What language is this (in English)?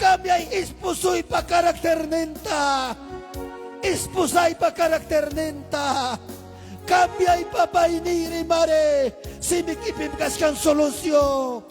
Ayacucho Quechua